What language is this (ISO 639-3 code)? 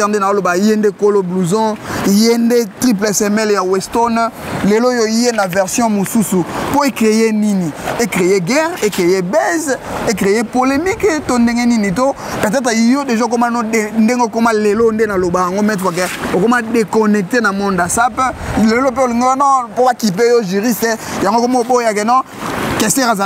lin